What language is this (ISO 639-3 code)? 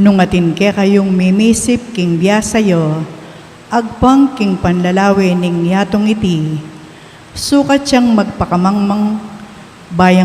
pam